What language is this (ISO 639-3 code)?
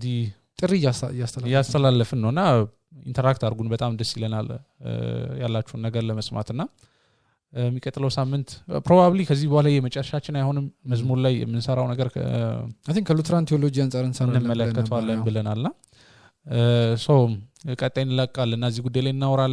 amh